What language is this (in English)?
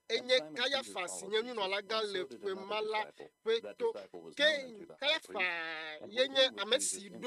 Ewe